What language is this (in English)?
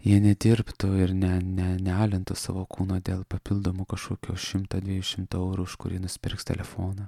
Lithuanian